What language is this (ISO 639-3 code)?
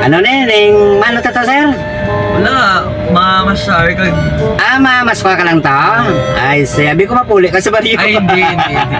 hil